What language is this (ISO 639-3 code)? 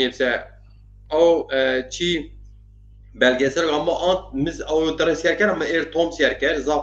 zza